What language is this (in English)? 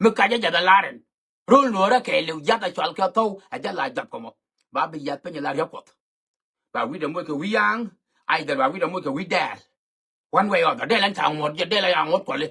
Nuer